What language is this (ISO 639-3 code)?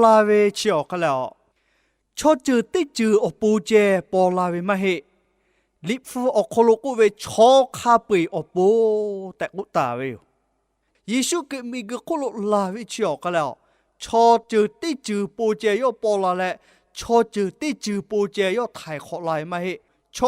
lhu